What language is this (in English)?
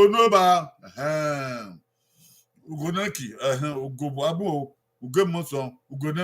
Bini